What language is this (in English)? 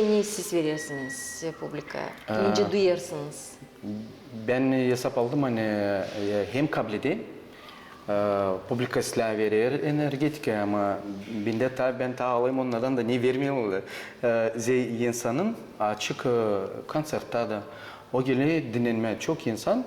Gagauz